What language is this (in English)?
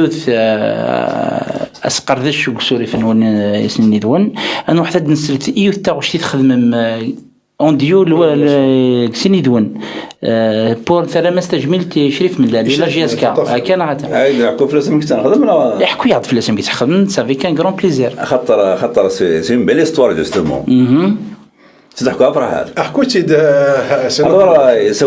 Kabyle